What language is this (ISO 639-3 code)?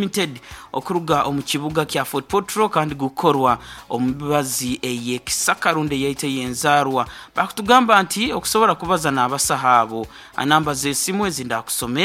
nyn